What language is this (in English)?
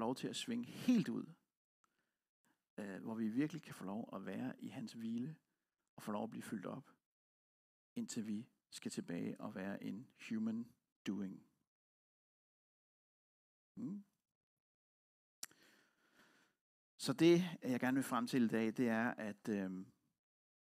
Danish